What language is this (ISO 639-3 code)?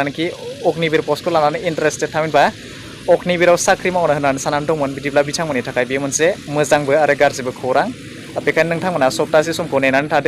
brx